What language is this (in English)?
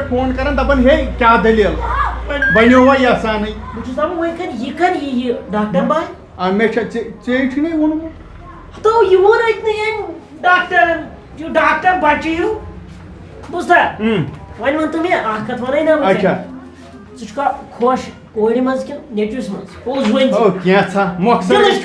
Kashmiri